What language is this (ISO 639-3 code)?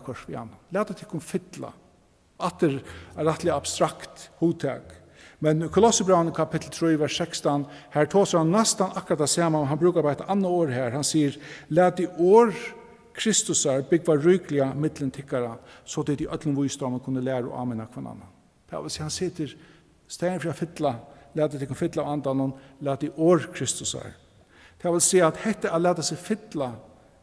fao